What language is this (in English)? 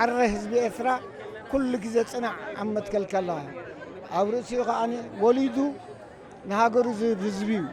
Tigrinya